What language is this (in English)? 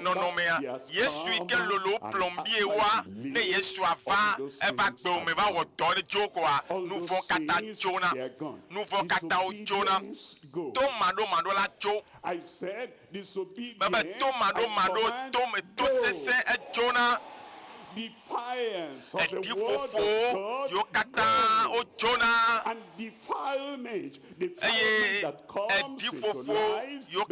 Ewe